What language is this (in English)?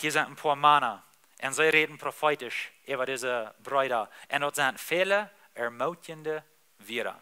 Plautdietsch